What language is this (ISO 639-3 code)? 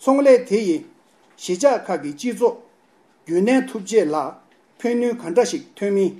bod